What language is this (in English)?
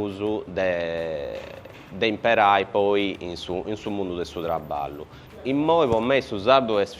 Sardinian